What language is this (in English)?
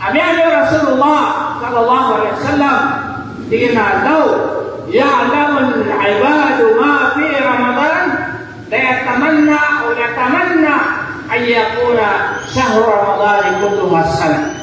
Maranao